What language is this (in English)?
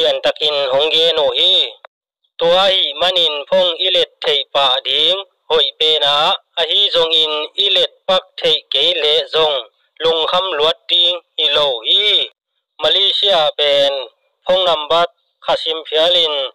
Tedim Chin